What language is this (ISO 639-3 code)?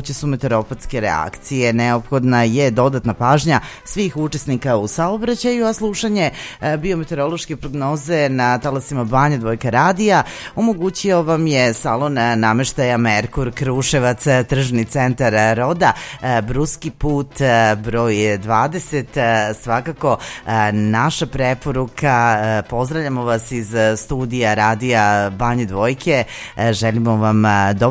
srp